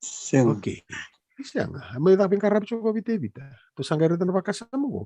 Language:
Fijian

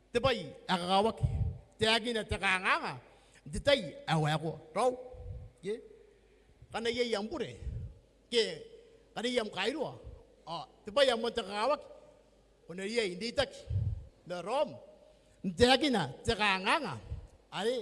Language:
Gilbertese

